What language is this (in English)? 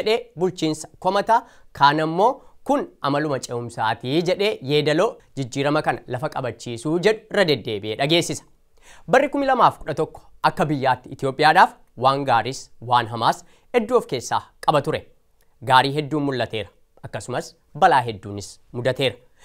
Oromo